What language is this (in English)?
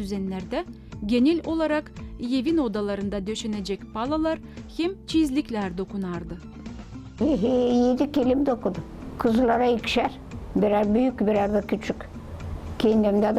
Gagauz